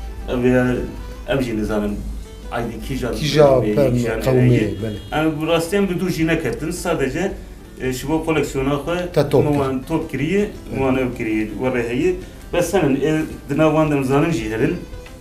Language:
Kurdish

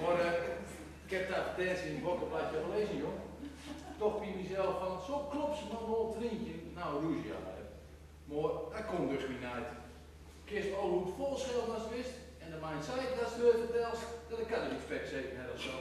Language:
Gronings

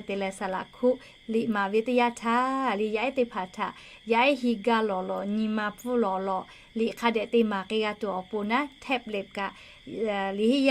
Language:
Lahu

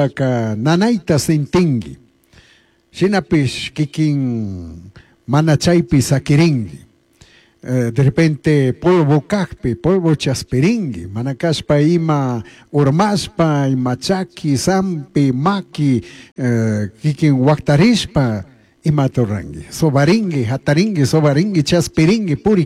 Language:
Chimborazo Highland Quichua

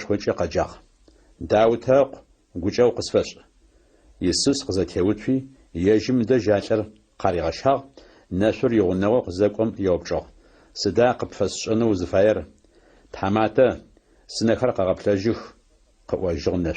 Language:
Adyghe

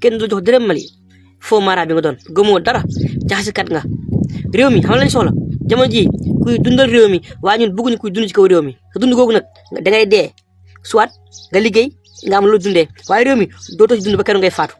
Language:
Wolof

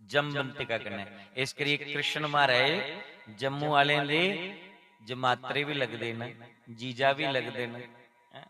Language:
Dogri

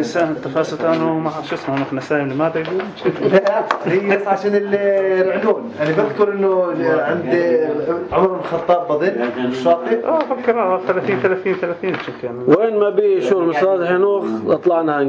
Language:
North Levantine Arabic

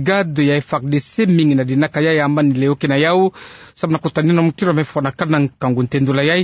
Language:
Kituba (Democratic Republic of Congo)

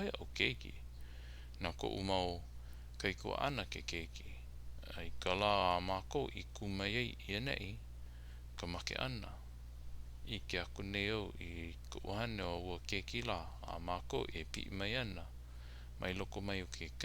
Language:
Hawaiian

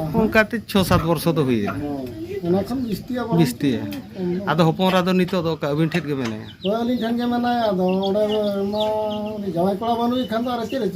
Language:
Santali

